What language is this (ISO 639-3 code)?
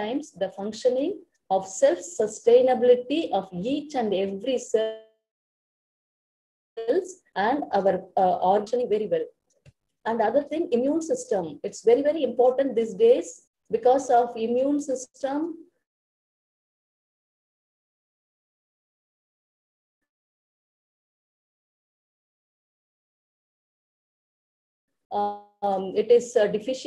eng